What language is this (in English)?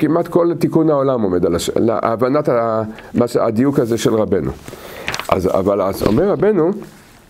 Hebrew